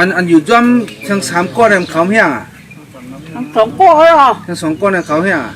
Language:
Shan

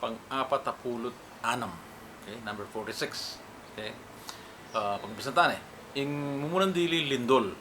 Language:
Pampanga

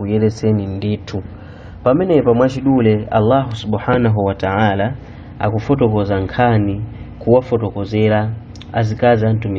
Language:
Nyanja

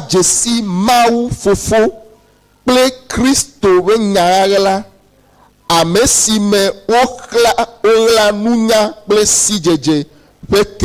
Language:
Ewe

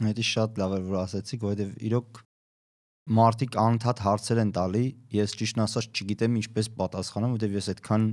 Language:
Armenian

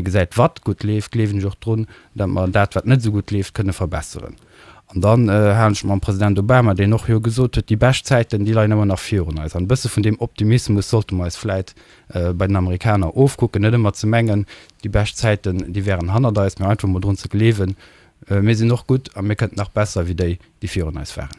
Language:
Luxembourgish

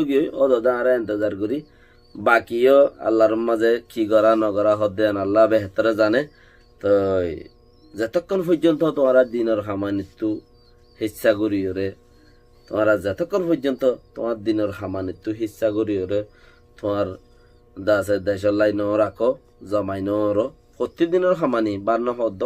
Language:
Rohingya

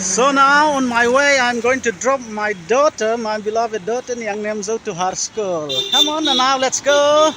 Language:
Paite Chin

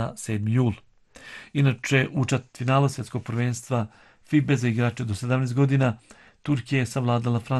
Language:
Bosnian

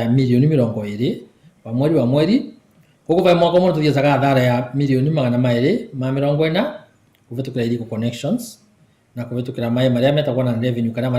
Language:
Kikuyu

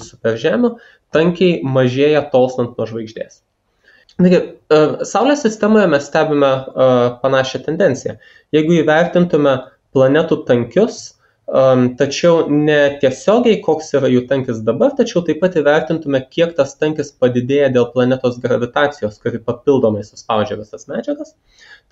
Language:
Lithuanian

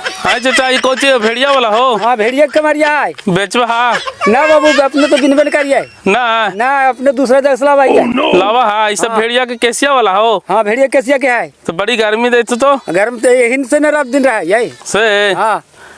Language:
Magahi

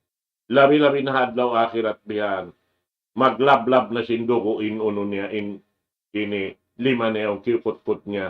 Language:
Tausug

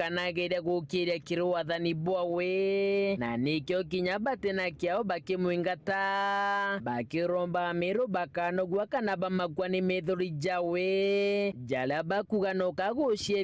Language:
Meru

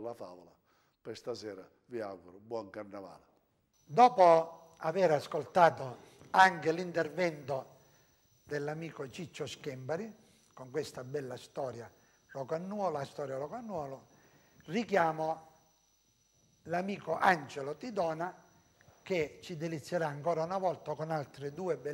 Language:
Italian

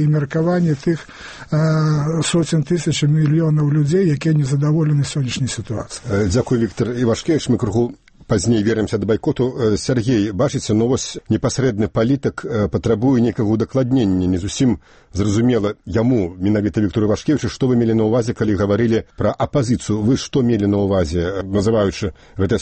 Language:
Belarusian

